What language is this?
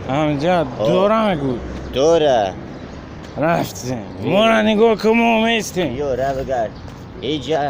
Tajik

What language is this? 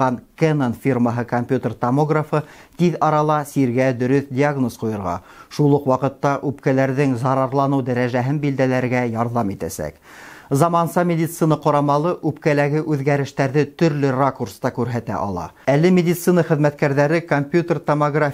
Bashkir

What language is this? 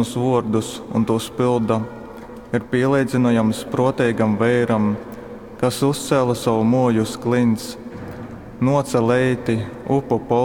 Latgalian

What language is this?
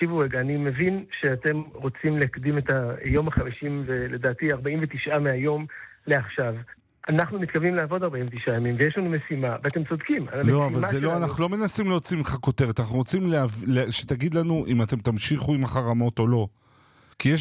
Hebrew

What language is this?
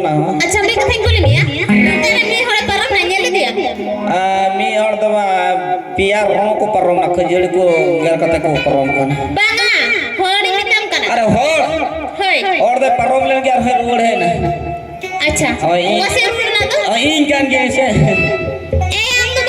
Santali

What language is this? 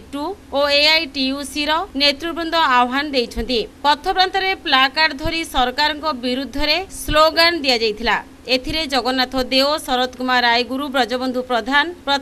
Odia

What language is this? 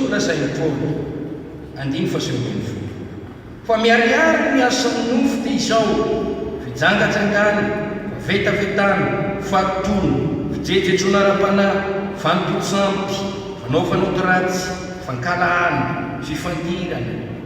Malagasy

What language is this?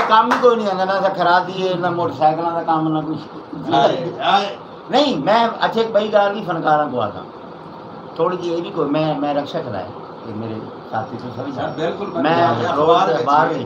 Saraiki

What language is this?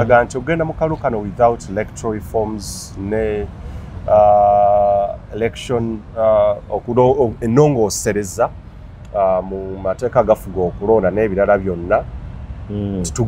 Ganda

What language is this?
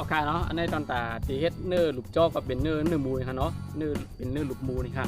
Shan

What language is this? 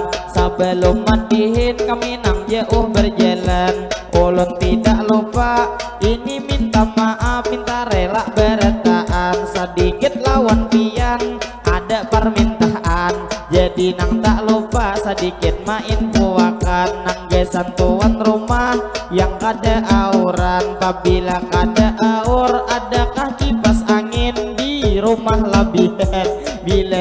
Banjar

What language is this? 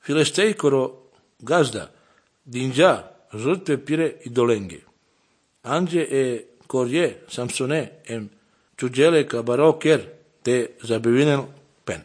Serbian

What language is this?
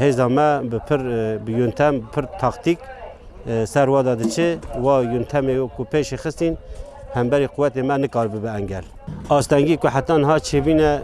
Kurdish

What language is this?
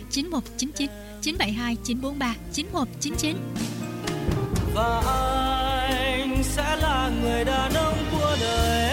Vietnamese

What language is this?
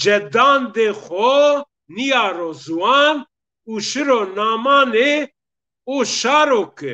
Zaza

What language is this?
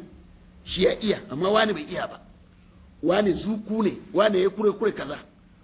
Hausa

